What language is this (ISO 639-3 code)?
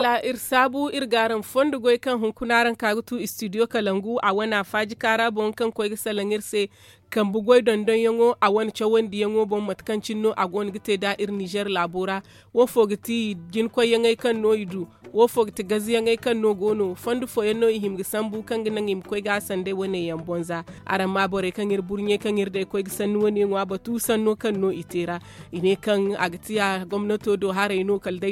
dje